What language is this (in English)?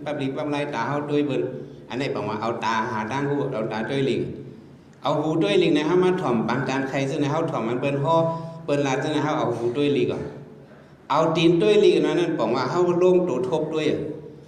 Shan